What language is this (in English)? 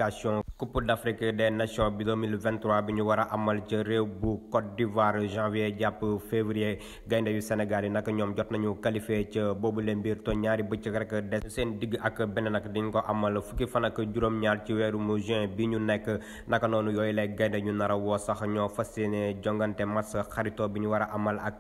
Wolof